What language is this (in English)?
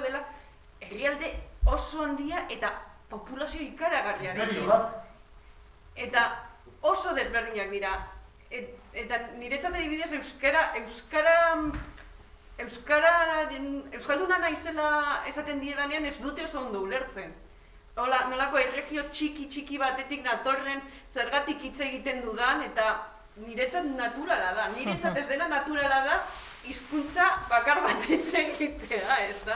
Basque